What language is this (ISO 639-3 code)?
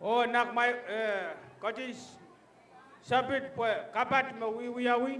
pon